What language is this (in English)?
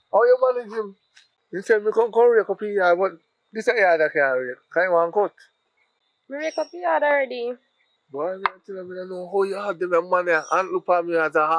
Jamaican Creole English